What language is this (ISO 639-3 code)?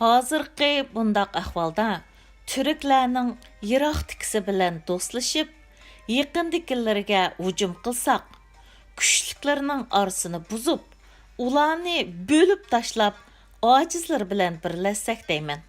uig